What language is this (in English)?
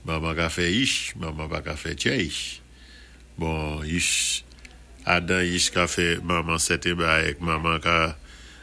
Saint Lucian Creole French